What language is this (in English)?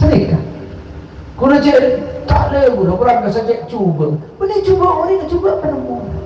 Madurese